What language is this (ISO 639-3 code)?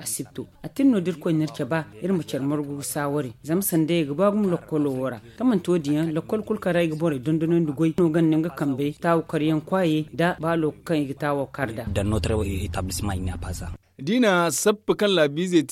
dje